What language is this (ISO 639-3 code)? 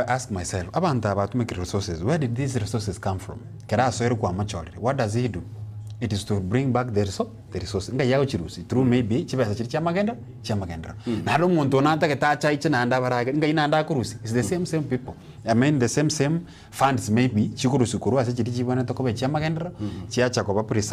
guz